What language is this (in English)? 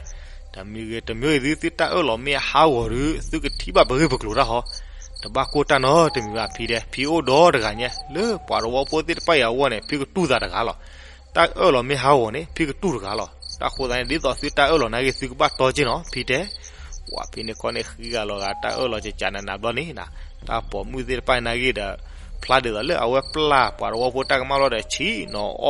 S'gaw Karen